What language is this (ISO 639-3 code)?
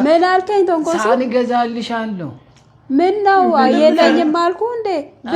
amh